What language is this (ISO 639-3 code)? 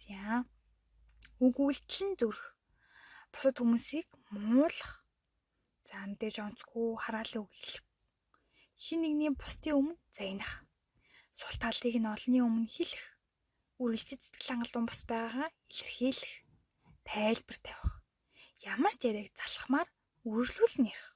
mon